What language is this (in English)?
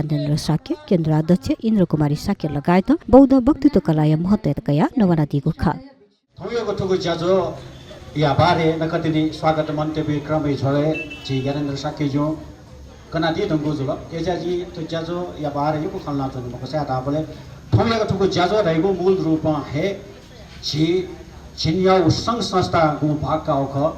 Newari